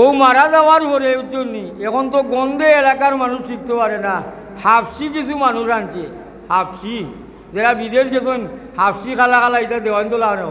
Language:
Sylheti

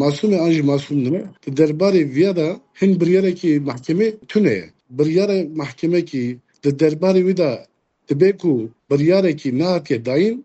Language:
Kurdish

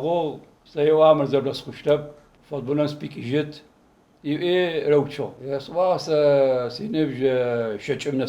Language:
Adyghe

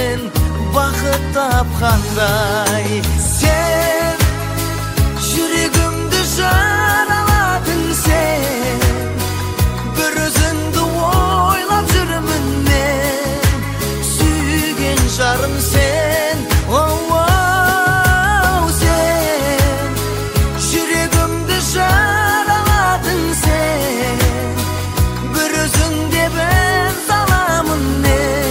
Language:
Kazakh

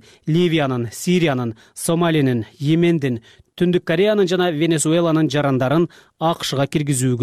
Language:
Kyrgyz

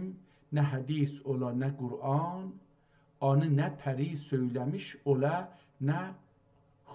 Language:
South Azerbaijani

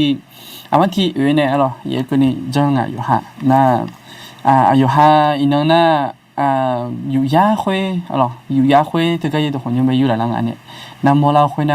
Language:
Akha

